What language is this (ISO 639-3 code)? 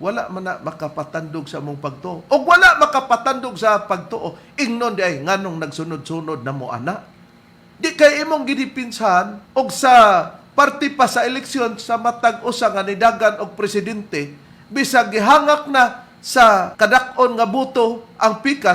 ceb